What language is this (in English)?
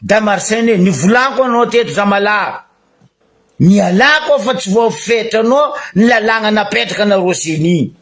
Malagasy